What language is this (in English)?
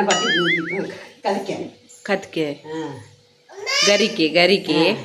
Tulu